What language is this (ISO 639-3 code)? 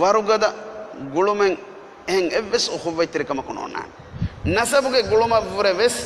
div